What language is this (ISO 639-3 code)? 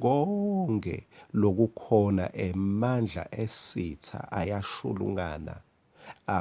ssw